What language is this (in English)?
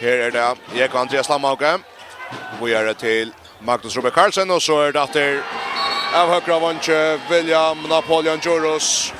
Faroese